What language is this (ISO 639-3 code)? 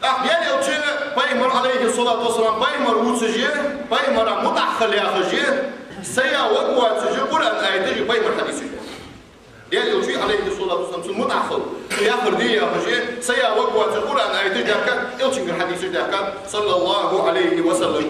inh